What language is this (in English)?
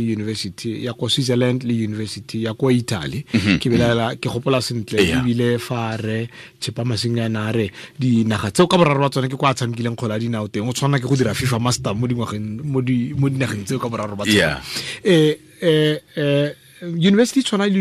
Tswana